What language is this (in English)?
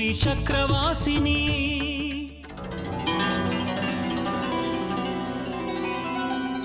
Kannada